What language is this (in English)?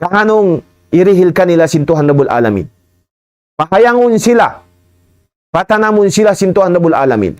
Tausug